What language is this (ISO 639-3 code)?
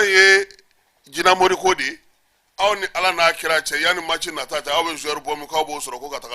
bam